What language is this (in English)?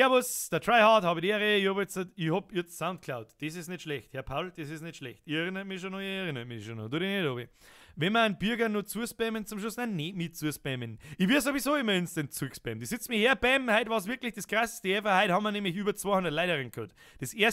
Bavarian